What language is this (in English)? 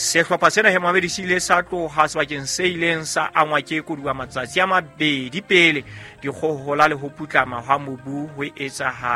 Southern Sotho